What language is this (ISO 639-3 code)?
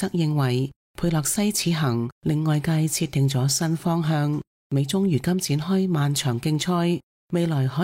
yue